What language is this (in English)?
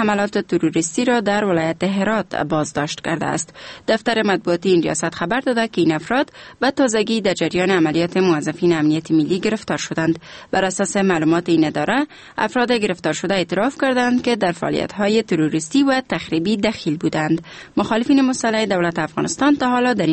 Persian